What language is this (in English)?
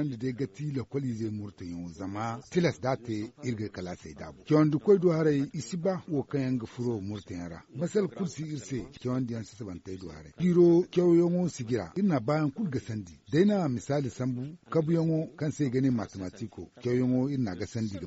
Zarma